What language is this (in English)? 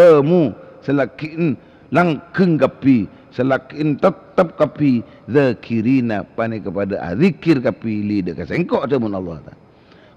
Madurese